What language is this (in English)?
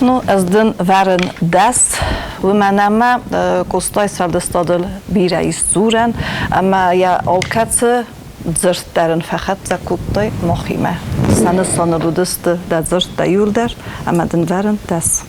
Ossetic